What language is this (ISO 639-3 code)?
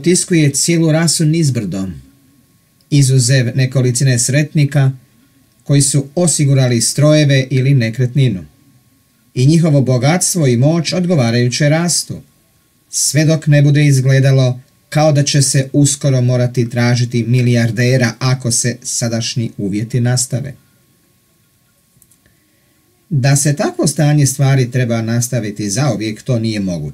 hrv